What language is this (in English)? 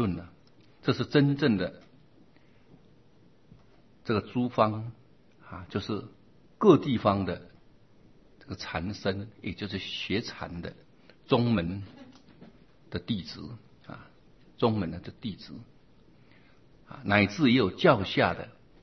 Chinese